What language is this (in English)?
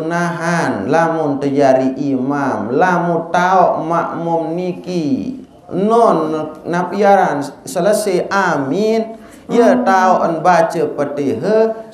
Sasak